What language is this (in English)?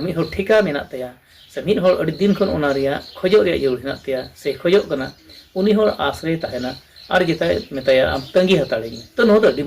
Santali